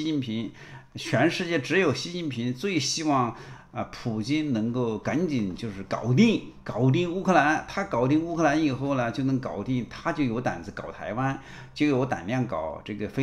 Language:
Chinese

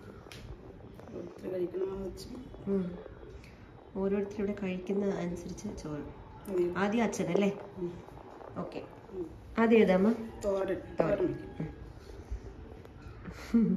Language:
Malayalam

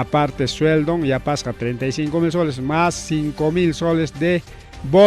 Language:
Ayacucho Quechua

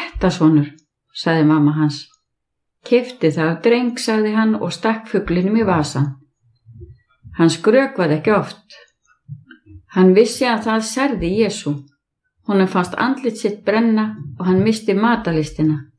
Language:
Icelandic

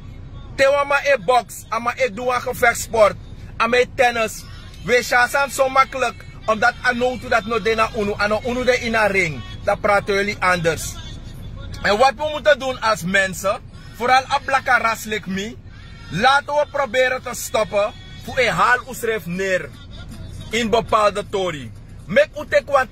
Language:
Sranan Tongo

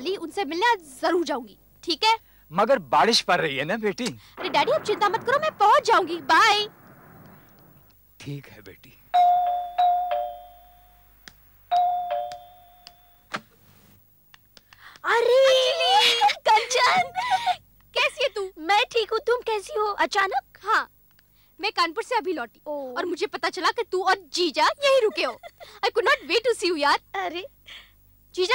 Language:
Hindi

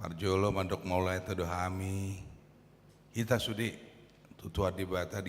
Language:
Batak Toba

